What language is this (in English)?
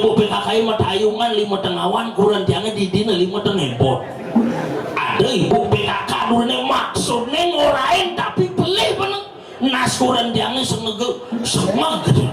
Balinese